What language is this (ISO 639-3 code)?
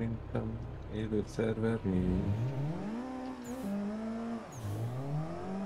hun